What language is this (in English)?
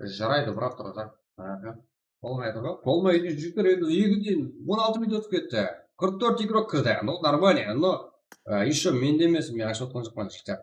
Kara-Kalpak